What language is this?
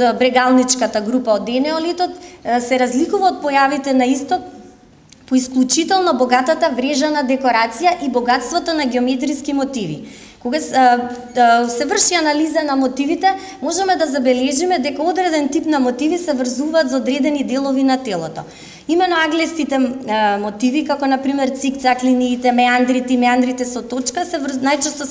Macedonian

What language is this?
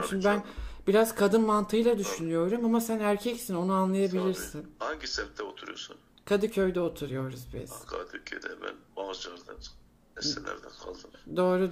Turkish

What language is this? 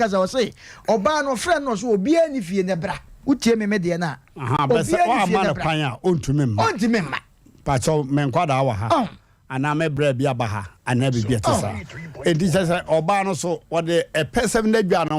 Akan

